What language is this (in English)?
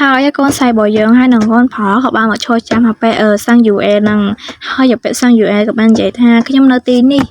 Khmer